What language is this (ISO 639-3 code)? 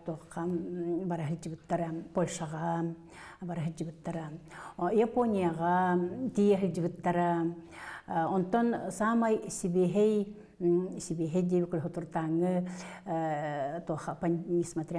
sah